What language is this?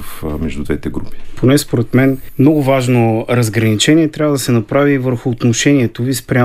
Bulgarian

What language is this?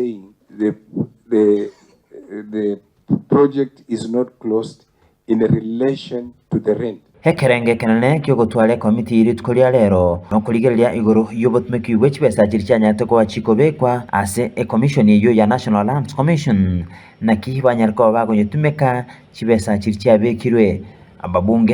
Gusii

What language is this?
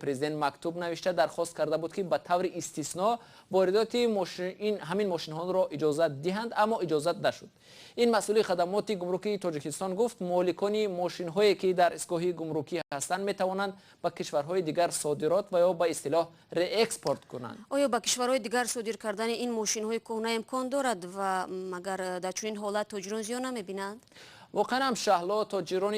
Tajik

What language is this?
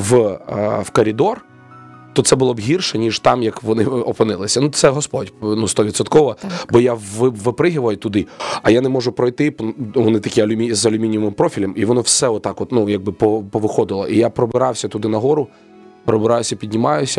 Ukrainian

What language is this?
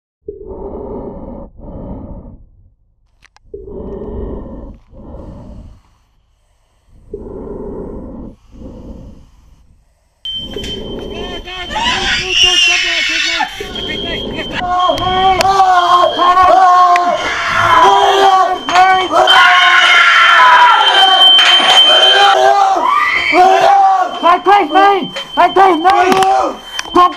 Icelandic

